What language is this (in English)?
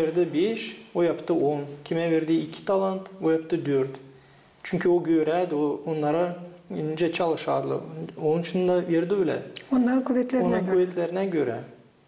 Gagauz